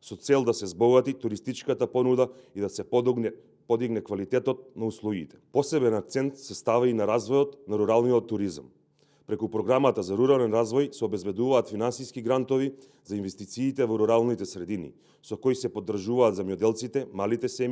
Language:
Macedonian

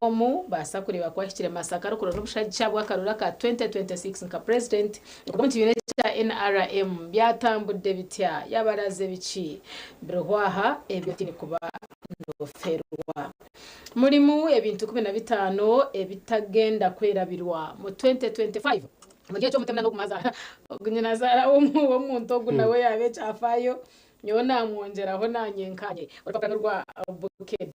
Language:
Nyankole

